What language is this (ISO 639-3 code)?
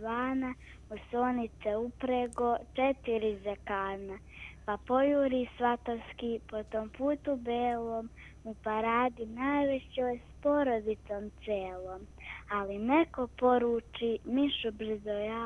srp